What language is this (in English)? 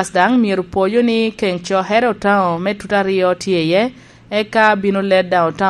Lango (Uganda)